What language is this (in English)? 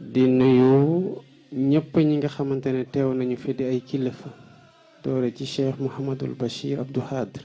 Wolof